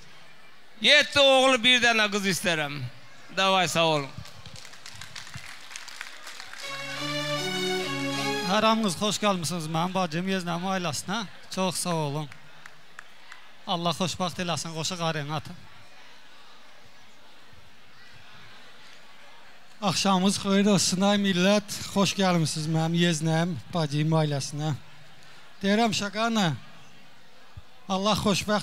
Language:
Azerbaijani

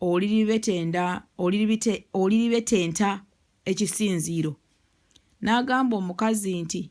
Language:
Ganda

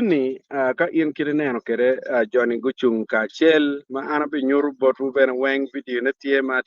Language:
Acoli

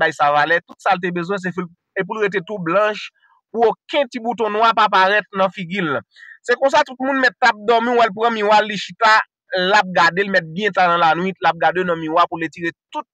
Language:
Haitian Creole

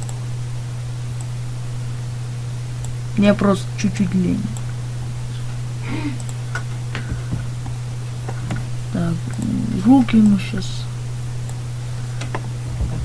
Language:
Russian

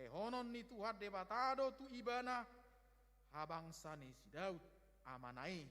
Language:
Batak Toba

